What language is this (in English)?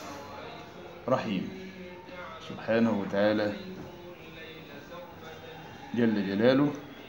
Arabic